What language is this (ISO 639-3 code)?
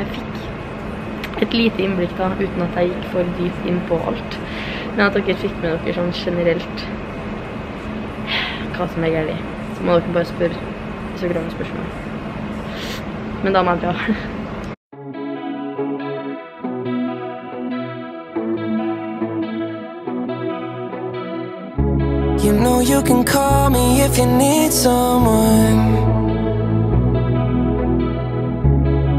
nor